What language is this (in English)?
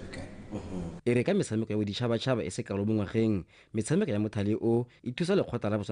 Tswana